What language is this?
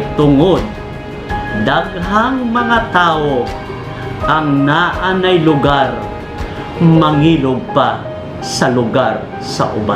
Cebuano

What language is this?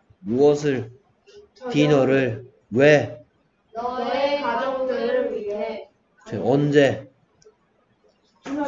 Korean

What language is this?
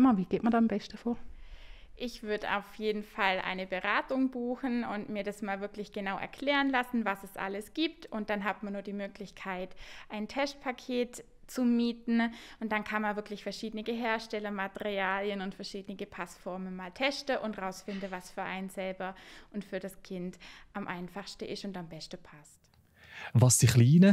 Swiss German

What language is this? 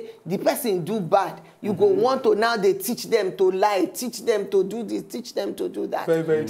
Nigerian Pidgin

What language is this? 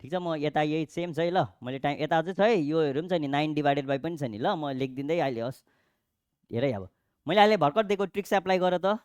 Nepali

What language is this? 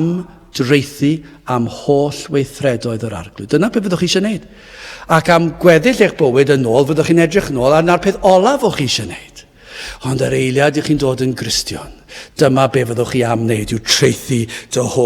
Welsh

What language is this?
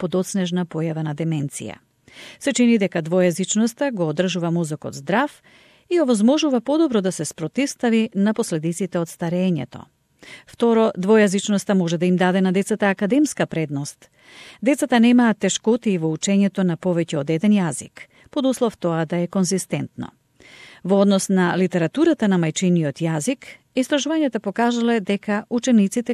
Macedonian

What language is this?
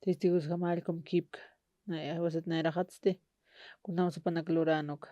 Aymara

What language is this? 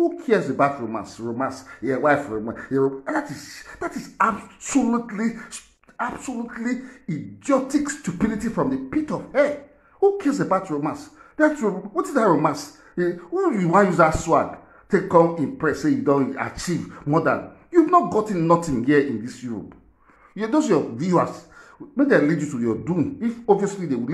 Nigerian Pidgin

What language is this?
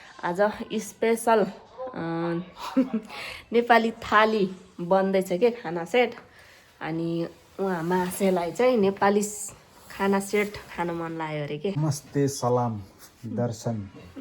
Nepali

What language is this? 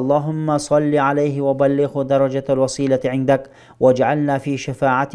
Kyrgyz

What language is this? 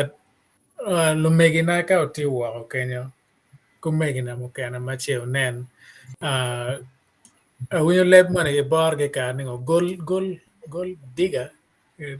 Acoli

